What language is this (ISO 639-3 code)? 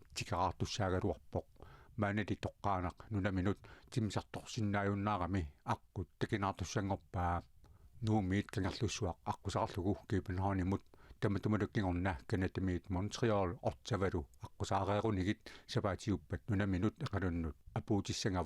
kal